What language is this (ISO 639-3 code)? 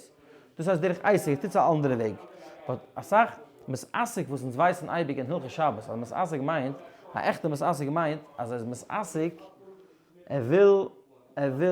yid